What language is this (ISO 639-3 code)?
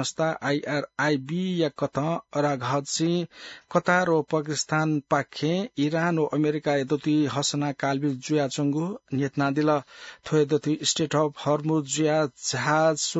new